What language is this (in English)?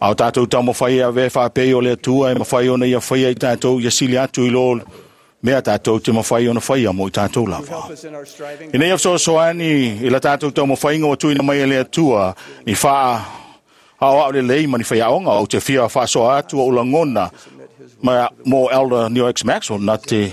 Samoan